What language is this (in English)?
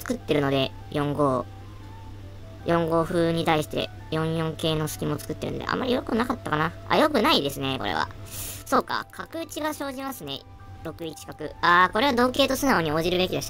Japanese